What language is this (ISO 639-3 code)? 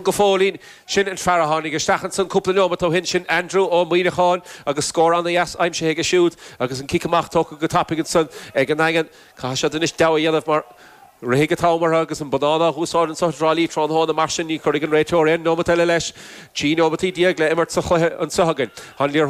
gle